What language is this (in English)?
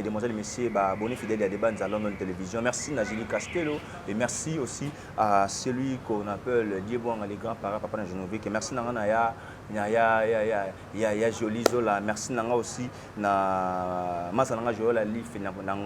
Lingala